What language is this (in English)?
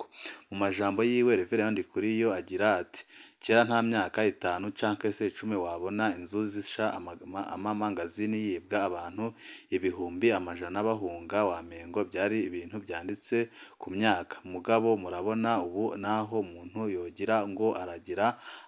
Rundi